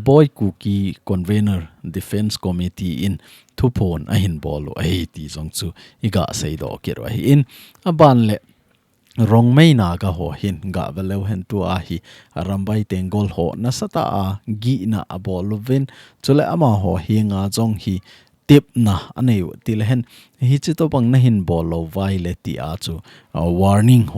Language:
Thado Chin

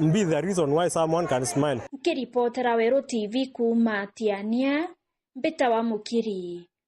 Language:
Meru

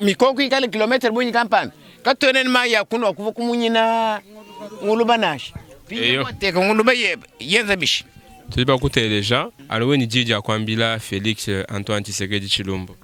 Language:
Luba-Lulua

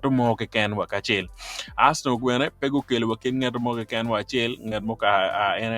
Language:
Acoli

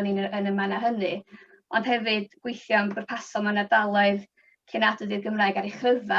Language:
Welsh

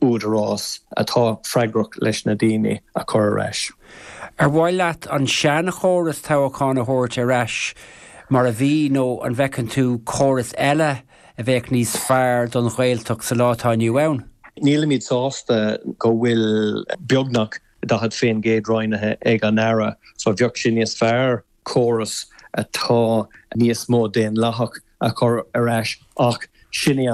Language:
Irish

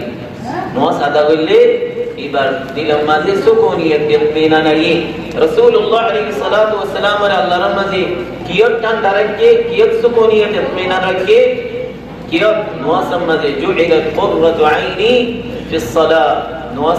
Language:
Rohingya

